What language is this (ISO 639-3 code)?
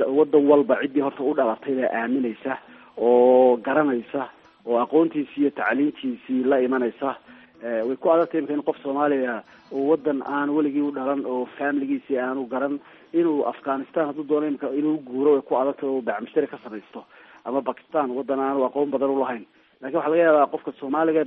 som